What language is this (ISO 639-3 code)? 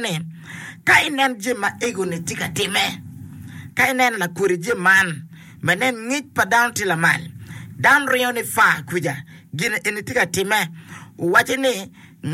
ach